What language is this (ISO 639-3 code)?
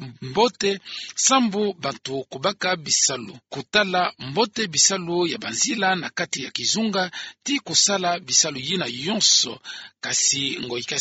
ktu